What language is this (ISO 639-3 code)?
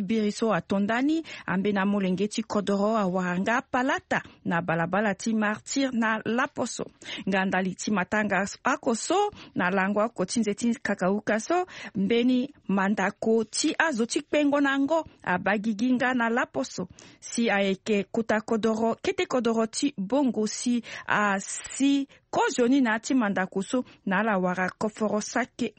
sag